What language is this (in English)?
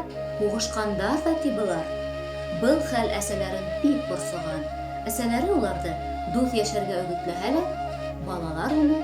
Bashkir